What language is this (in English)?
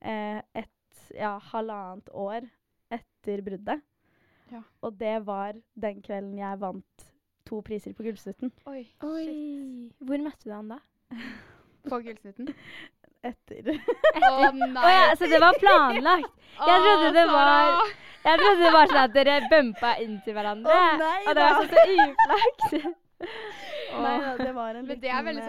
Norwegian